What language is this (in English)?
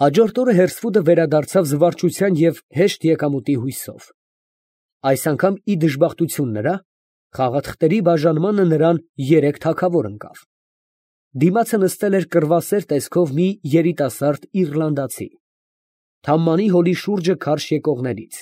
Armenian